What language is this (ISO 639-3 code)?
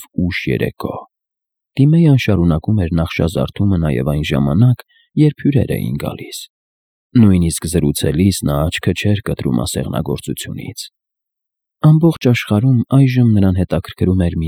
hye